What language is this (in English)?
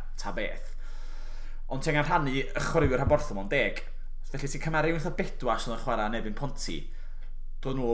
Welsh